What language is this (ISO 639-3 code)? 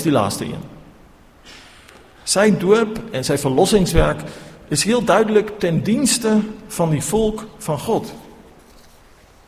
afr